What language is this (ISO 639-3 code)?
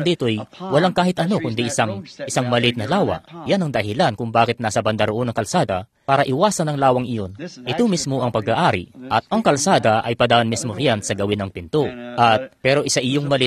fil